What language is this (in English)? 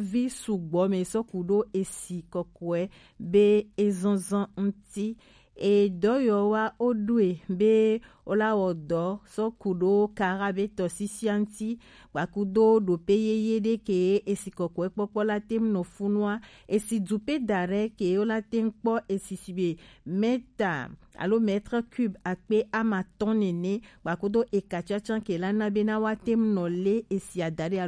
Gen